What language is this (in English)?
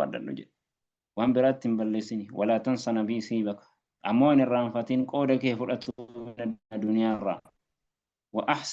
Oromo